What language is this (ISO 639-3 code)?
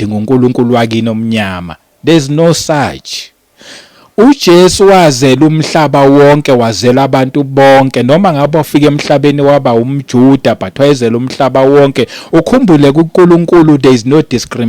zul